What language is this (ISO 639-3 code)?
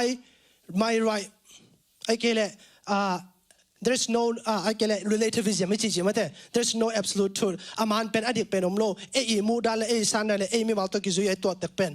ctd